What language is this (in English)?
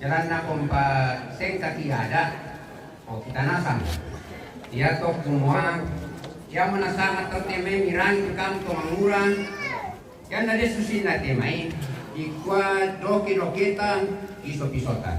Toraja-Sa'dan